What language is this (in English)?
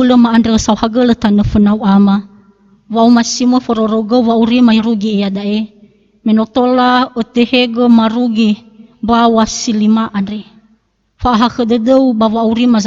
Nias